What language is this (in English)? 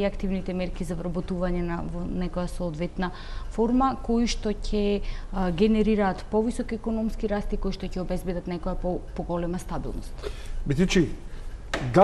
Macedonian